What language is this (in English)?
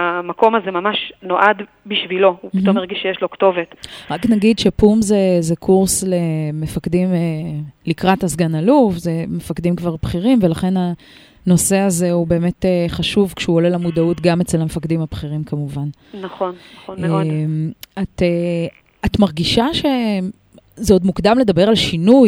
Hebrew